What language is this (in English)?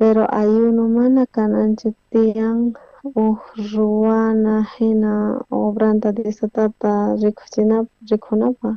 South Bolivian Quechua